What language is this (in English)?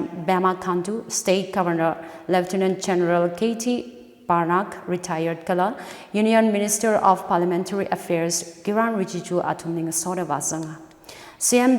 Tangkhul Naga (India)